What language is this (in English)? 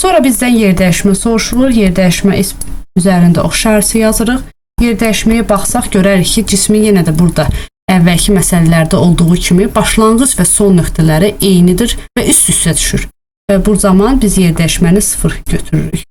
Azerbaijani